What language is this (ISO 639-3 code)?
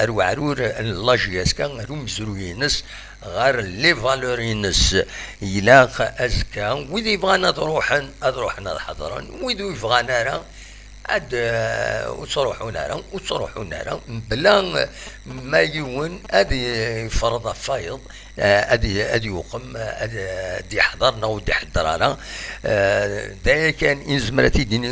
kab